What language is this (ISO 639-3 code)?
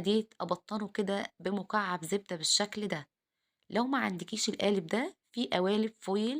arz